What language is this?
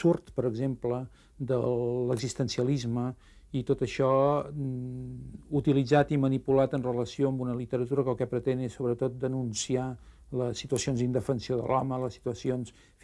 Catalan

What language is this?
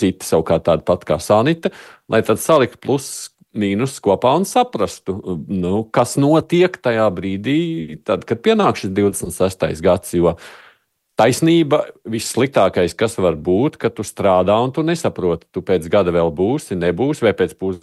Latvian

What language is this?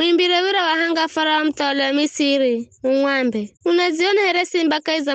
Giryama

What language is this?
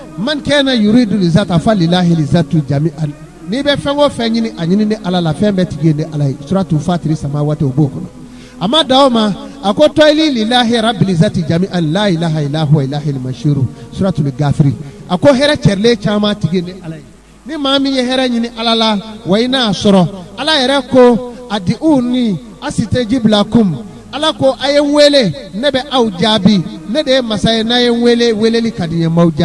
Bambara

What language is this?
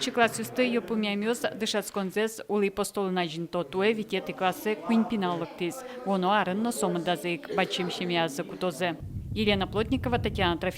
Udmurt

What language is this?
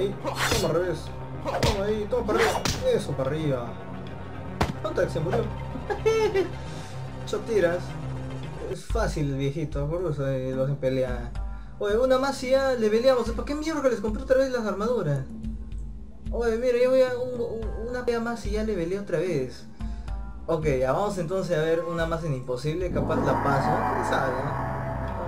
Spanish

